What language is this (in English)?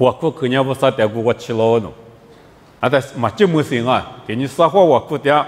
Lisu